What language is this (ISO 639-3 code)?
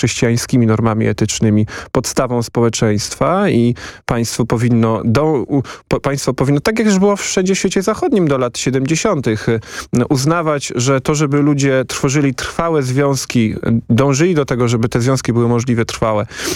pol